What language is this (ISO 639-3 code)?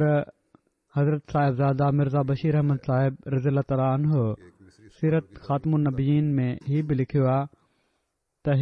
snd